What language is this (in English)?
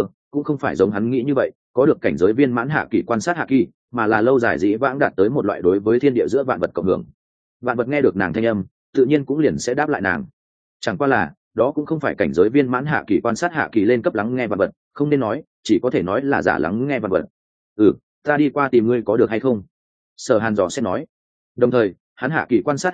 Vietnamese